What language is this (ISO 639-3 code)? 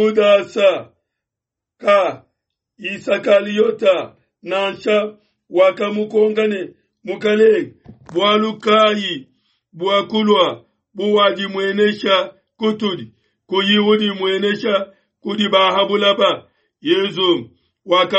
lua